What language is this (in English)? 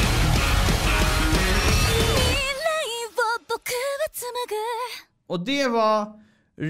Swedish